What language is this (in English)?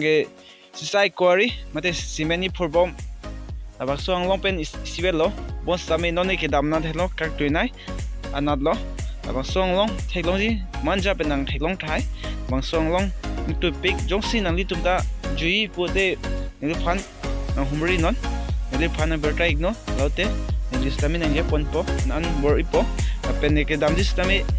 Karbi